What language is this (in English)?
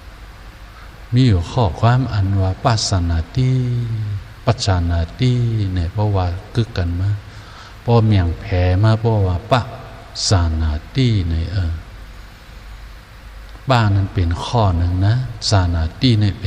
Shan